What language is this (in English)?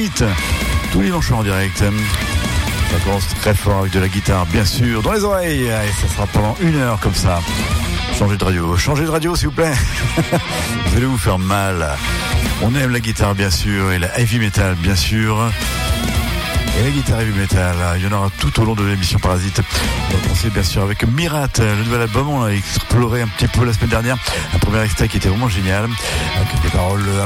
French